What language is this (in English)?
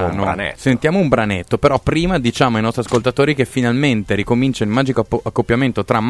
Italian